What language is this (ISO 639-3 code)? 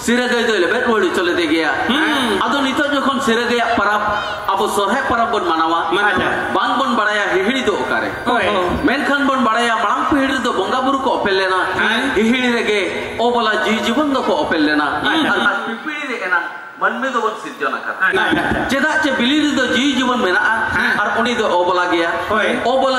sat